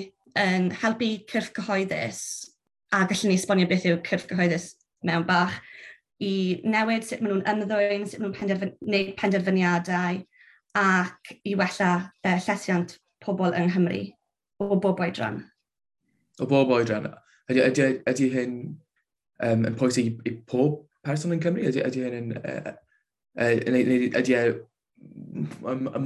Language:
Welsh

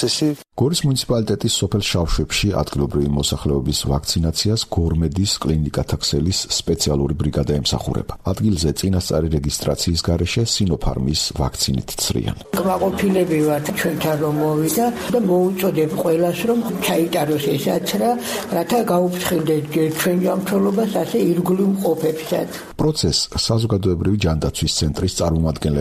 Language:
Georgian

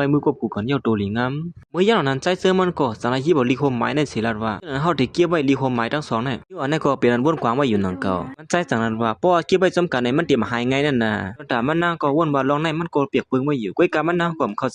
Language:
Shan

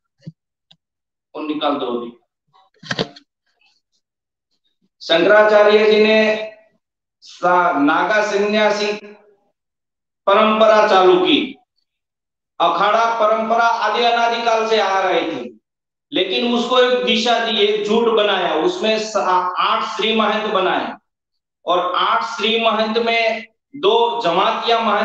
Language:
Hindi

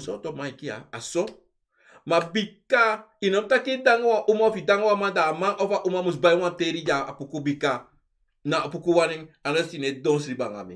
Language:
Sranan Tongo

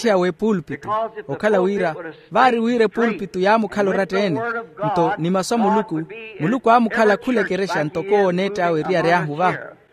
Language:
Makhuwa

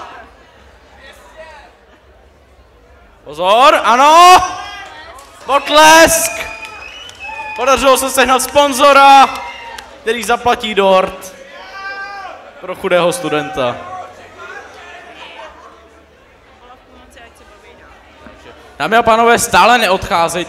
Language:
Czech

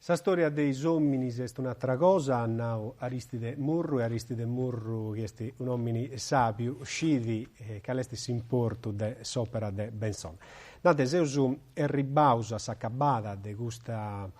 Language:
Sardinian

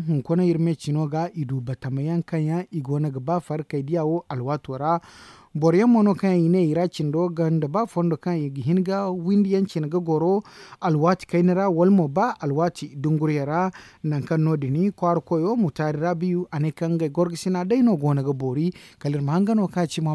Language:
Zarma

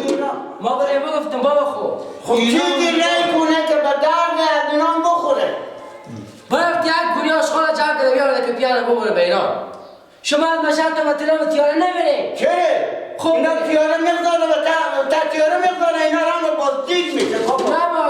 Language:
Persian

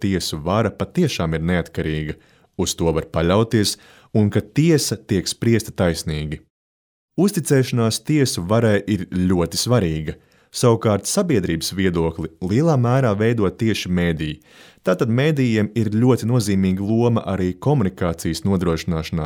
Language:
Latvian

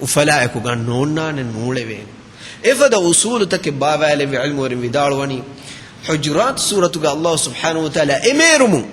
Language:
Divehi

